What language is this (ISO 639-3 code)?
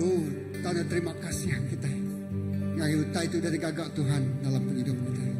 iba